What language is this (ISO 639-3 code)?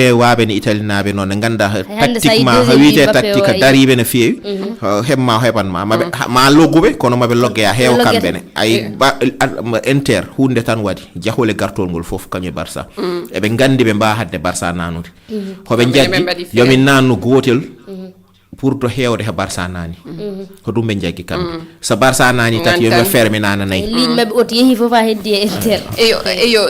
ful